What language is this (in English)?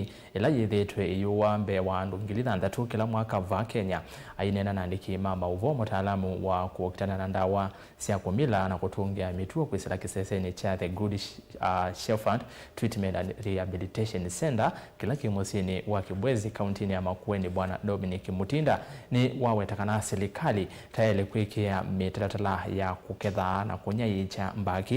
Kamba